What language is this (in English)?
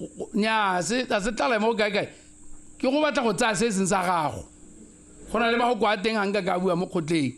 Tswana